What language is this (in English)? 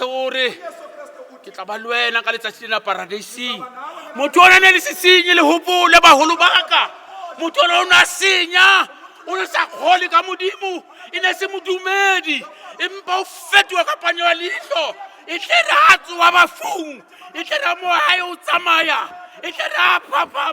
Southern Sotho